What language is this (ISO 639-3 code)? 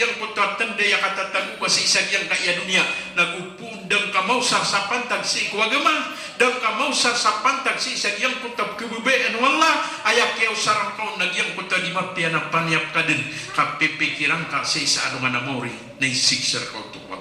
mrw